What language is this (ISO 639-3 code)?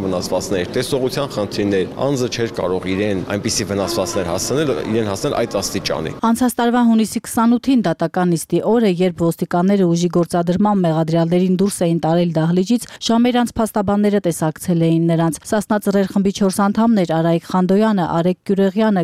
hye